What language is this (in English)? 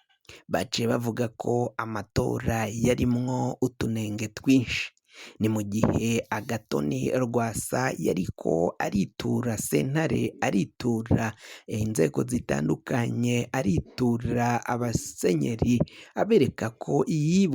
Rundi